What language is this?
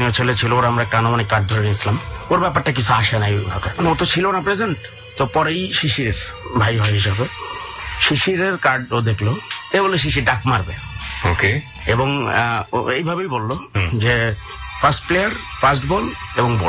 Bangla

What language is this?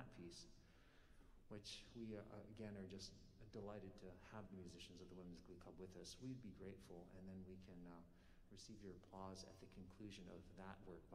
English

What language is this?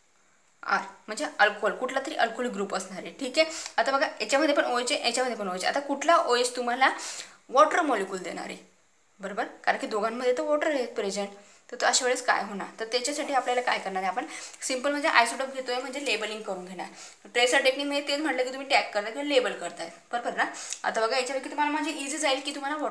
Marathi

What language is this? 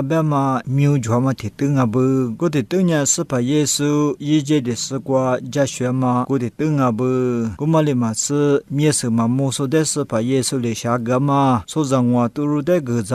Lisu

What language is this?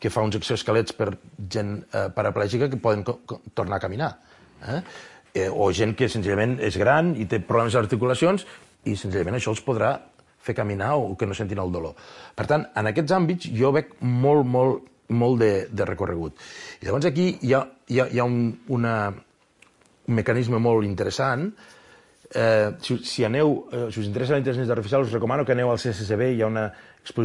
Catalan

